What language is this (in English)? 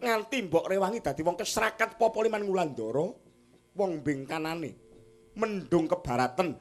Javanese